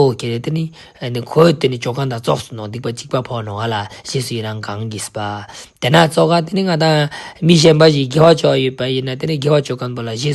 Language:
Ladakhi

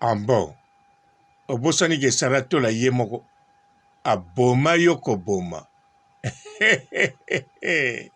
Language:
Lingala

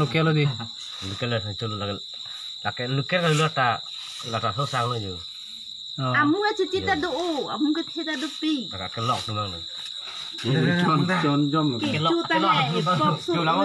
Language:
Karbi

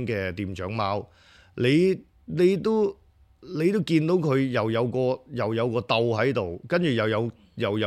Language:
Cantonese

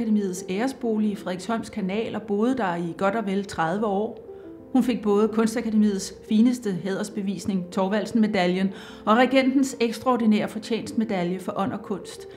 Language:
Danish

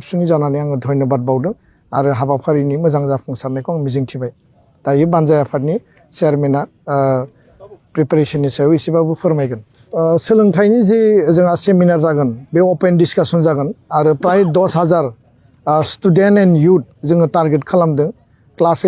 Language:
Bodo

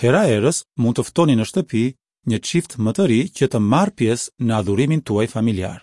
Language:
Albanian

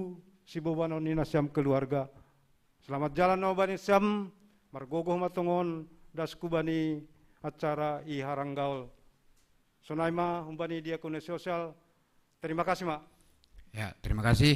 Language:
Batak Simalungun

